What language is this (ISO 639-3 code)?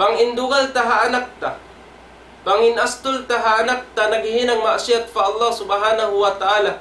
tsg